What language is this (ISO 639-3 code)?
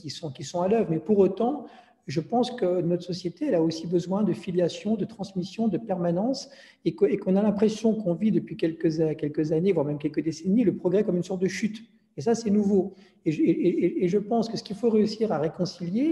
fra